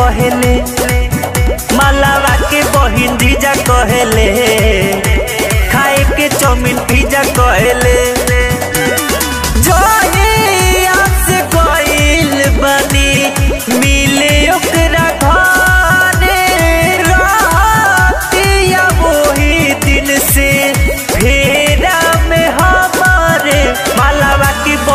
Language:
Bhojpuri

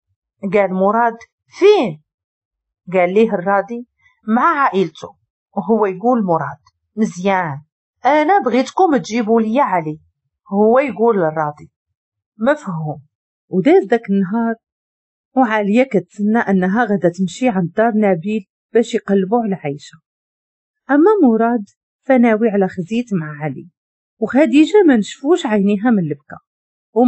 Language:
Moroccan Arabic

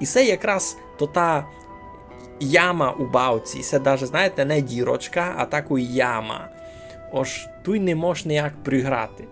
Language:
Rusyn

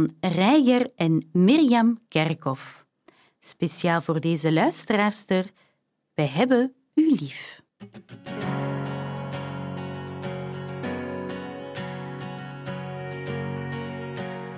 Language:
Dutch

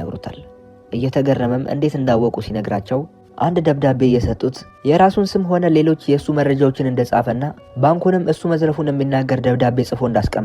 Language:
Amharic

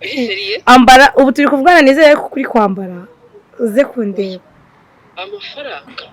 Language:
Kinyarwanda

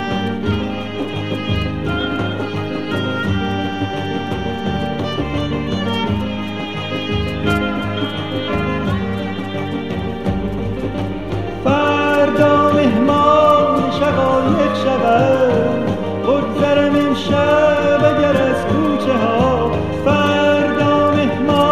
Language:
Persian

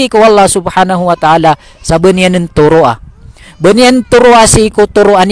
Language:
Maranao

